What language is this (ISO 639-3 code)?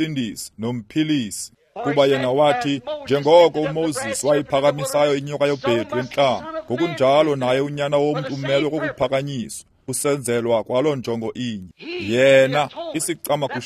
xho